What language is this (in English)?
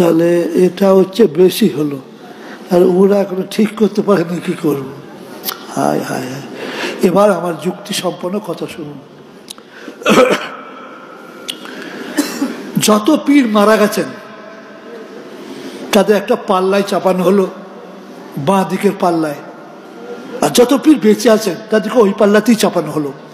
Bangla